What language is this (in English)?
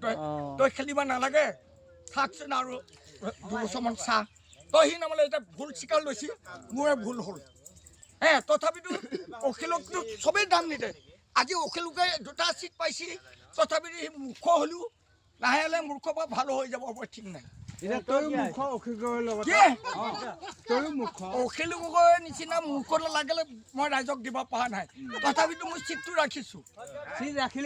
Assamese